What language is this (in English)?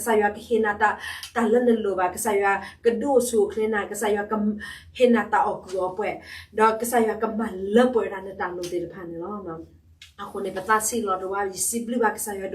S'gaw Karen